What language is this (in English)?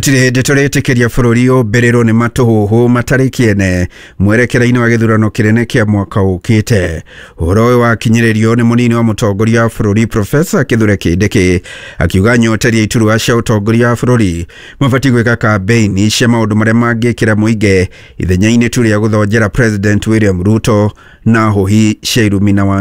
Kikuyu